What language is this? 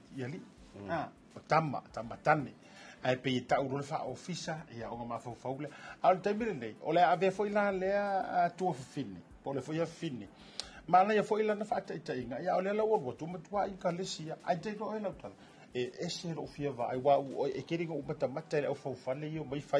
Samoan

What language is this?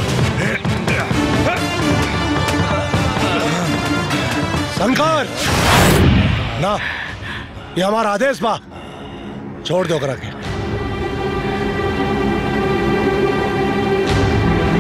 Bhojpuri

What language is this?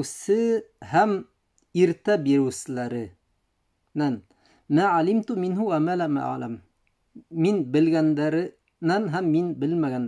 Bashkir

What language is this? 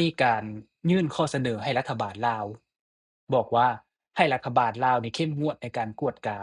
Lao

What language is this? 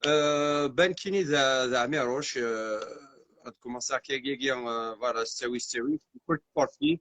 Kabyle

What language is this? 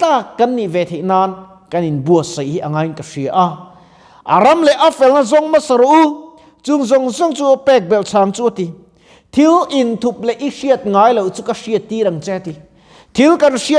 Mizo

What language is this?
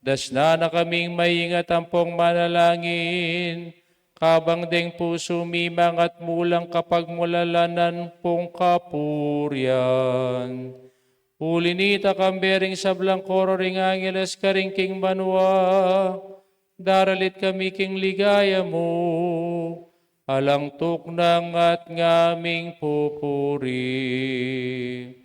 Pampanga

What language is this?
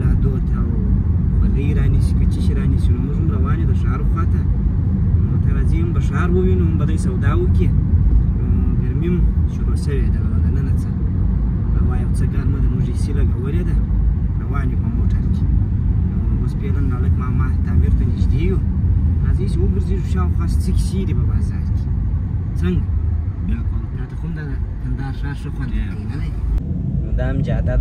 Pashto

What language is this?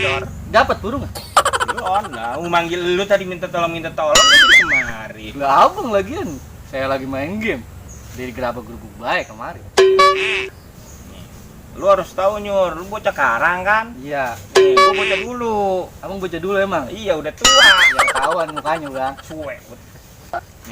Betawi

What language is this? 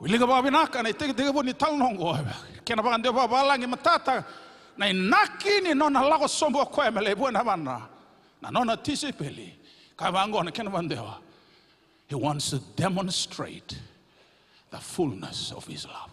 Fijian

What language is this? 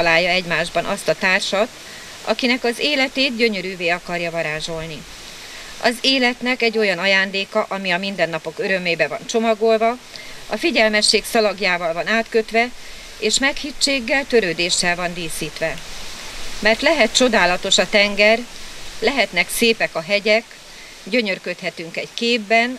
Hungarian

